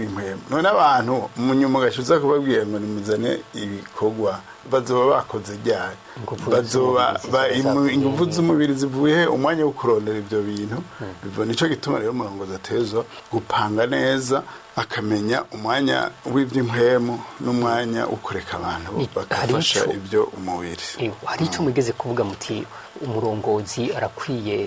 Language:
Rundi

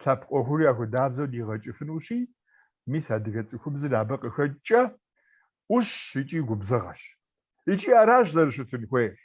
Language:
Kabardian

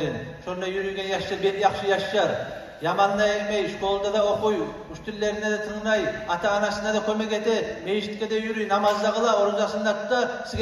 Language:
Kumyk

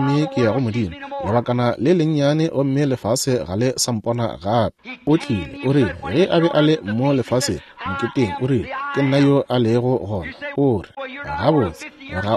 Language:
Northern Sotho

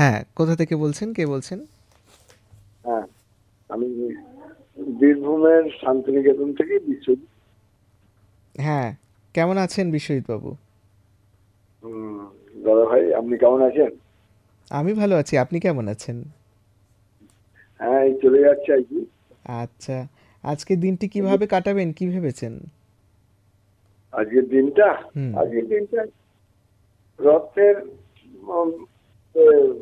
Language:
Bangla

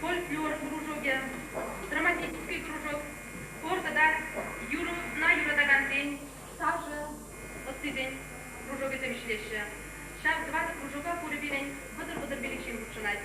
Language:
Chuvash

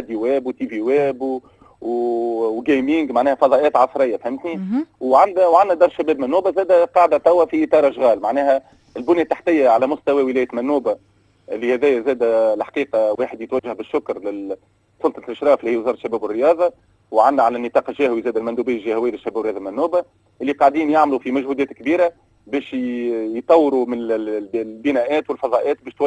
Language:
Tunisian Arabic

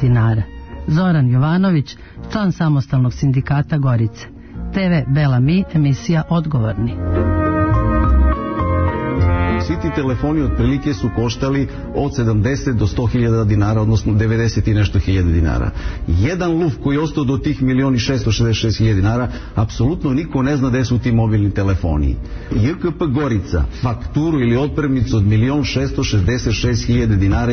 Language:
Serbian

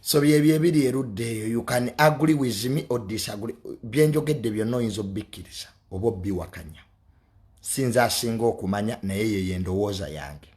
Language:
Ganda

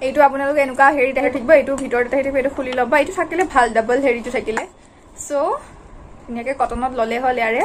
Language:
Assamese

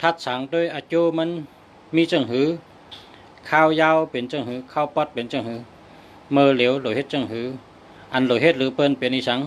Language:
Shan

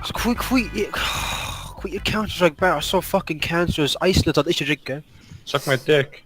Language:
Faroese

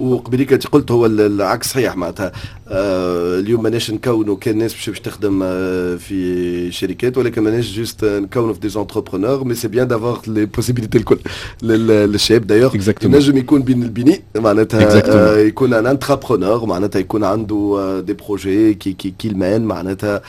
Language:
Tunisian Arabic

